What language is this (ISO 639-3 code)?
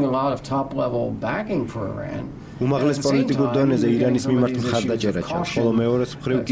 kat